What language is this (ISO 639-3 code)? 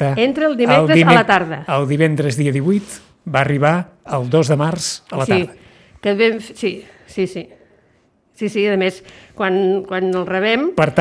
cat